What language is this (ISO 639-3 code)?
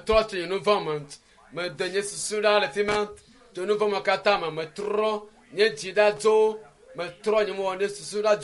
ewe